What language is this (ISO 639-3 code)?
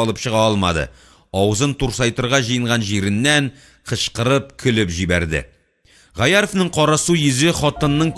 tat